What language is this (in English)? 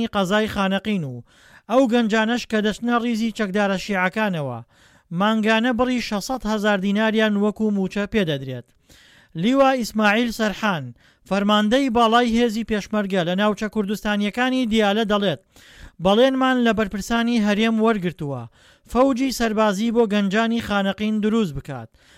Central Kurdish